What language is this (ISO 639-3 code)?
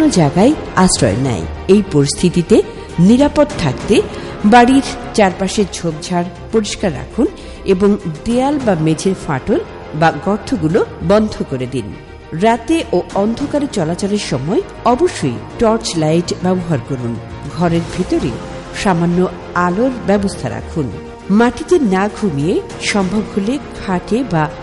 ben